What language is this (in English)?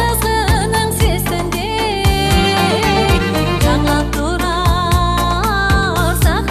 Kara-Kalpak